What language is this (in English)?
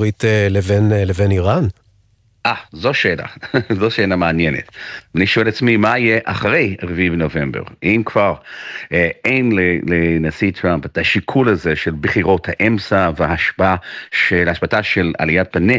Hebrew